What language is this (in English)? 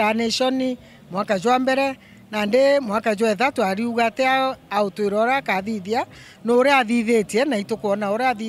Meru